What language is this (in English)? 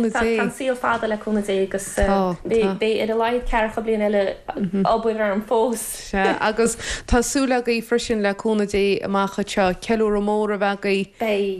Irish